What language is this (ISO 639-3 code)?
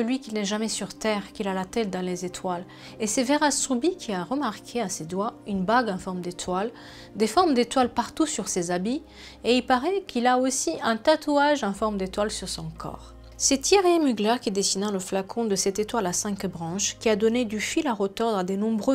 fra